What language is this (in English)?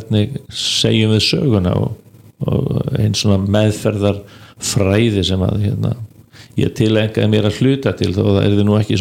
Icelandic